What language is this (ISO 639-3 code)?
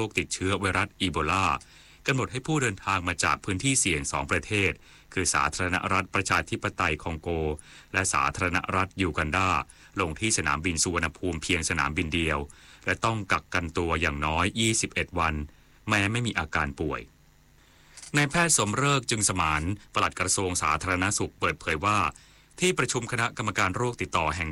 tha